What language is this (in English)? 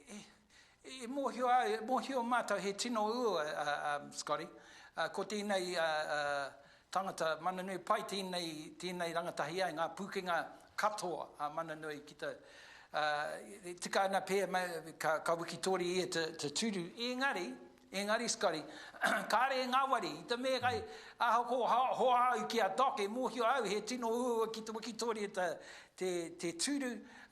Māori